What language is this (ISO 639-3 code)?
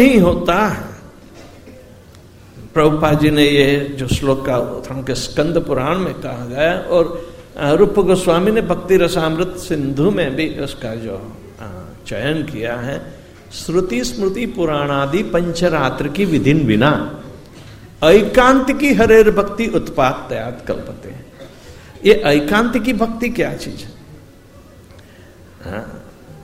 hin